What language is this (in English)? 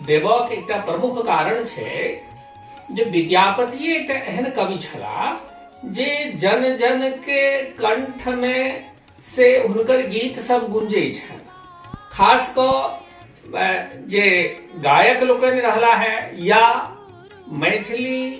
Maithili